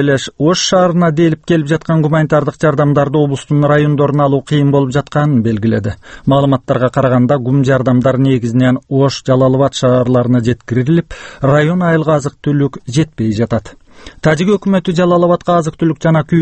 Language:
Kyrgyz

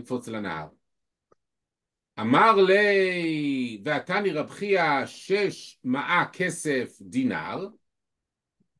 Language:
Hebrew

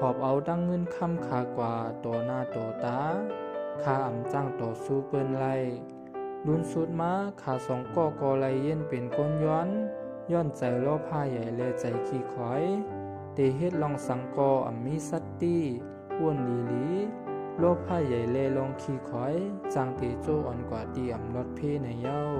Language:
Shan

